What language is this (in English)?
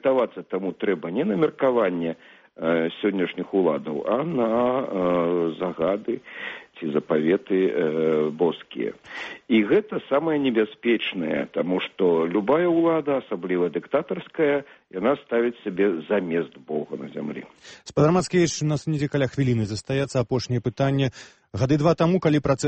Belarusian